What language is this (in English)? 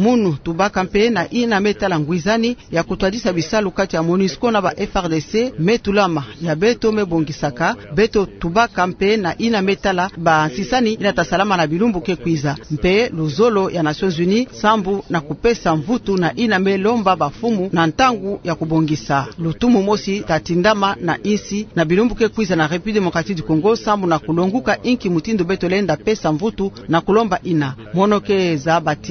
Kituba (Democratic Republic of Congo)